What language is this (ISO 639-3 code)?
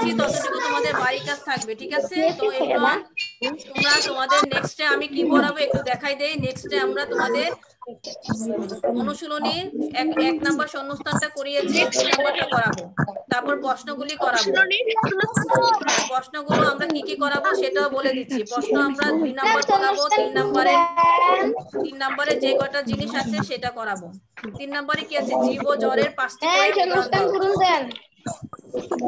ben